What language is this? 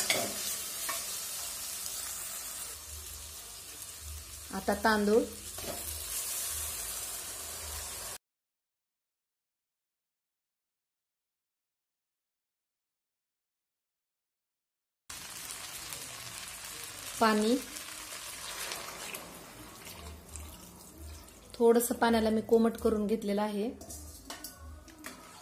Marathi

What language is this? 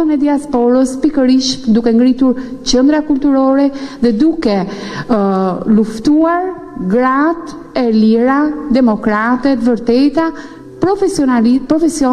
Albanian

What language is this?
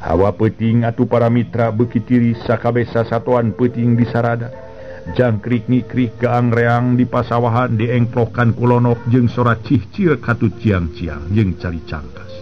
Sundanese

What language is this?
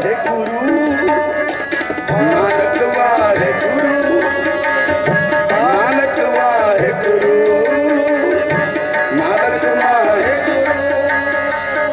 Punjabi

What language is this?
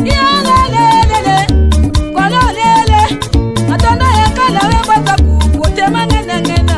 Tetela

